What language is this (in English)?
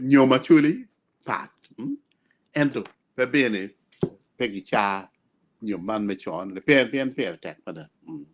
Acoli